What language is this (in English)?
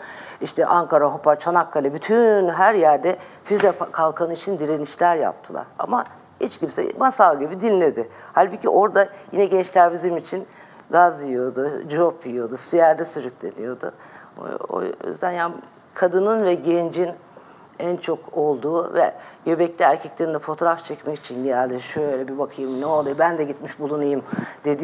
Turkish